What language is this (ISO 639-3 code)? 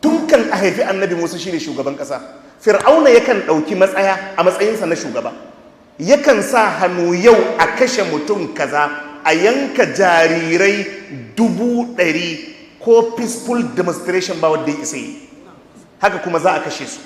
hau